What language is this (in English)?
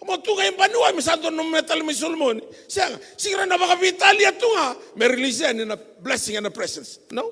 Fijian